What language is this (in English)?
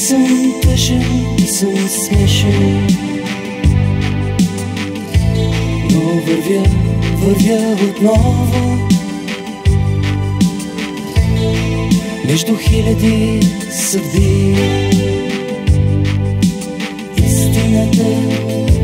Bulgarian